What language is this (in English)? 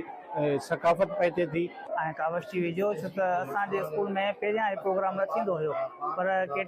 Sindhi